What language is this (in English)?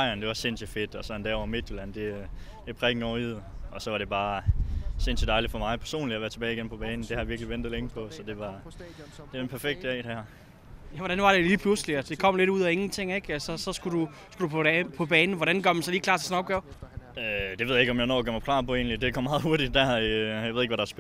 Danish